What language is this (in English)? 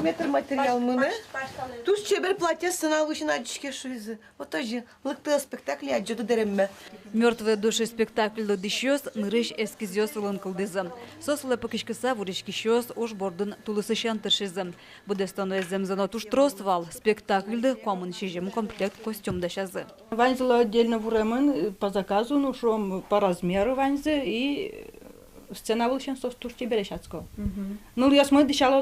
Udmurt